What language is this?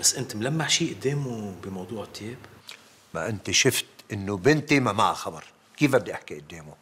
North Levantine Arabic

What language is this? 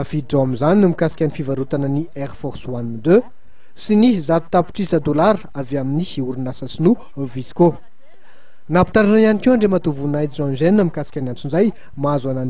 Malagasy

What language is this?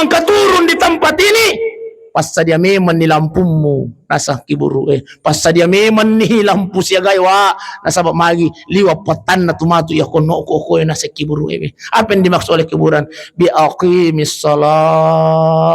Buginese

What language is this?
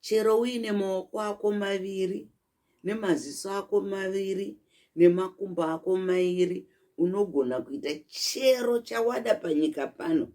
Shona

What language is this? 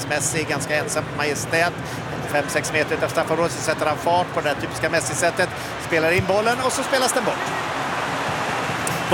Swedish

